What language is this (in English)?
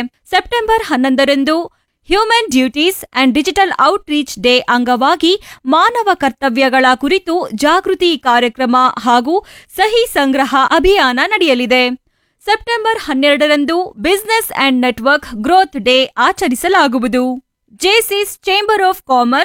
Kannada